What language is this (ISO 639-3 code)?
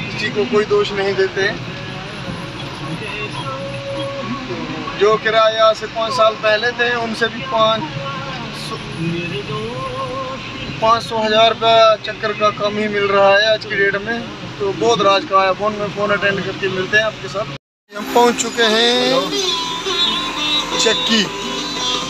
hin